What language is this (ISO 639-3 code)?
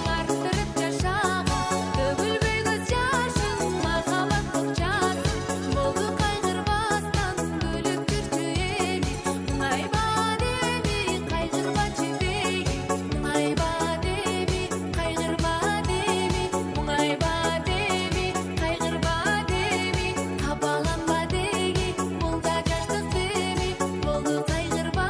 kaa